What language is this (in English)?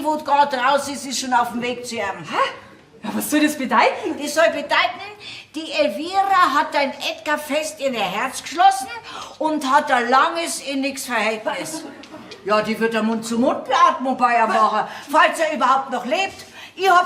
Bavarian